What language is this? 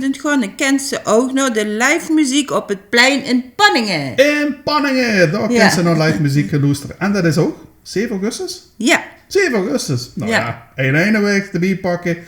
Limburgish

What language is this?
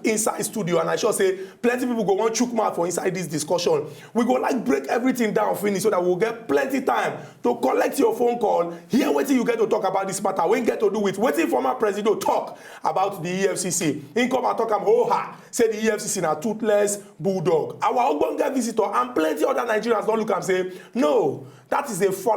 Nigerian Pidgin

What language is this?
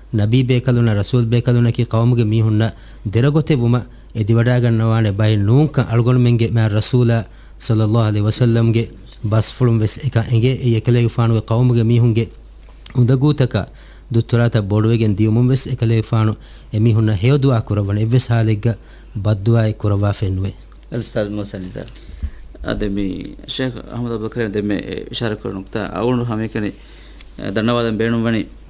Divehi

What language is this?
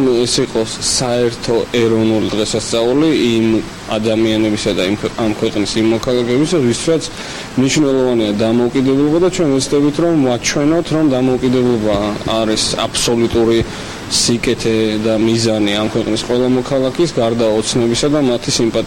Georgian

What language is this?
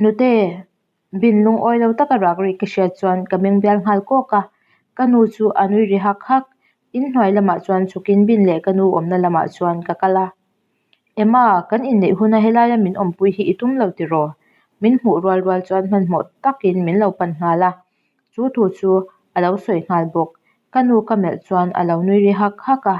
Mizo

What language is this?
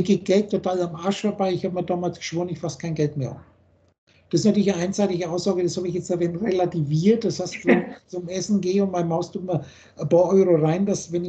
German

